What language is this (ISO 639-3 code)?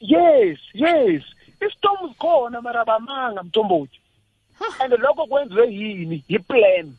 nbl